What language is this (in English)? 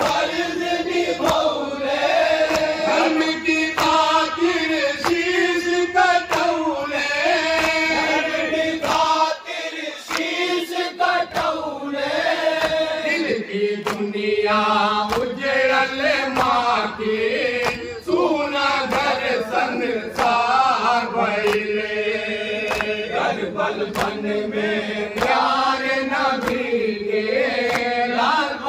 Bhojpuri